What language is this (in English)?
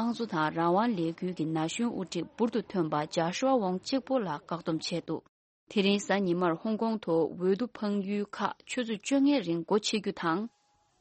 Tibetan